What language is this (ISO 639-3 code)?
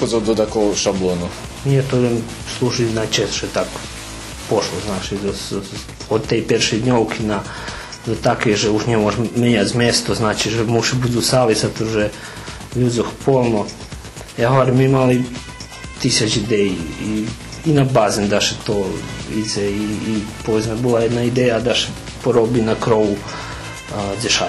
rue